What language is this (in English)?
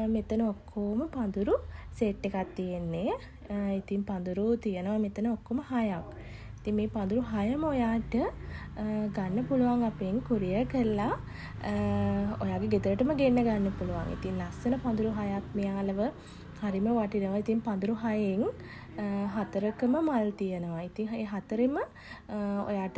Sinhala